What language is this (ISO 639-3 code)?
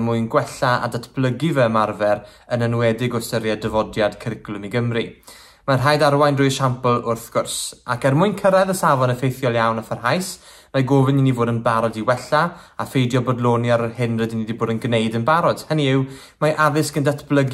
cym